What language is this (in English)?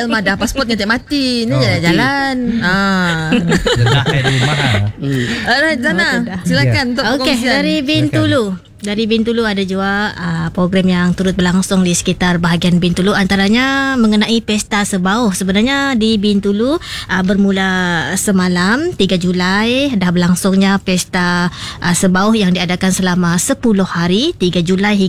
Malay